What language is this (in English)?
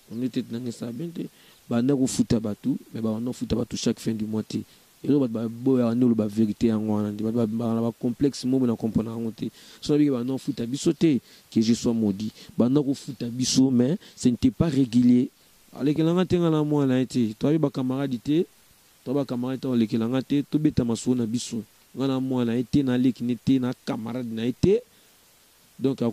Lingala